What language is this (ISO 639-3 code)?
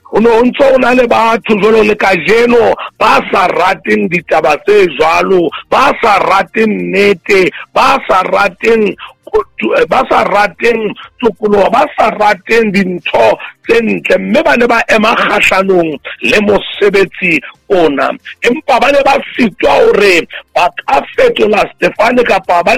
sot